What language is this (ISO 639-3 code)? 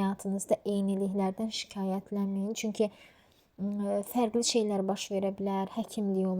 aze